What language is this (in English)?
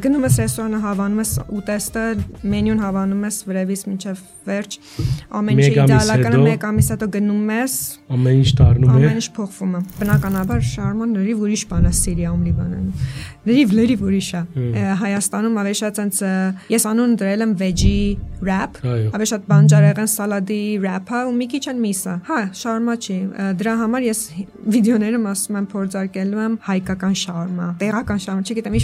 Armenian